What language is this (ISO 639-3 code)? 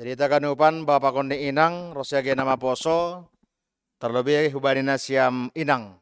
bts